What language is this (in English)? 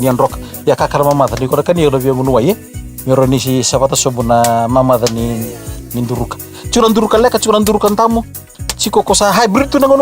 Fijian